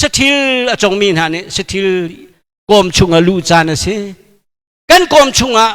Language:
Hakha Chin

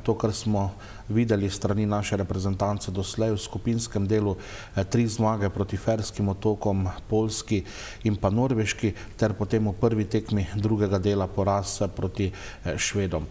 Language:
Slovenian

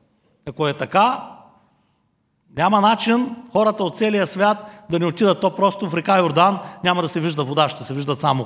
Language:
Bulgarian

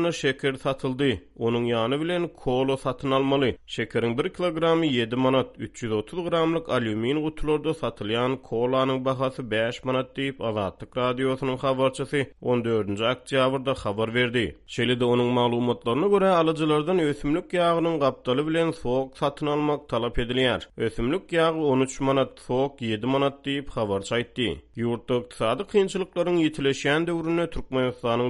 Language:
Turkmen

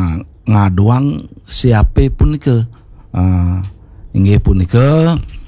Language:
Balinese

